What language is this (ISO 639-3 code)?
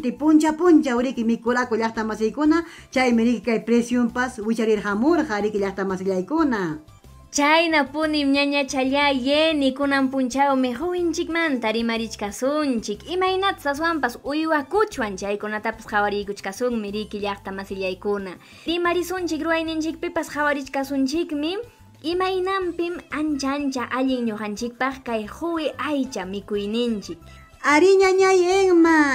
quy